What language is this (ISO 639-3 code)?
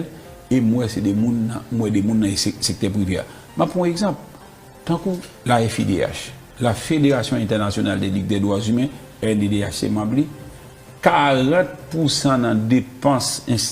hat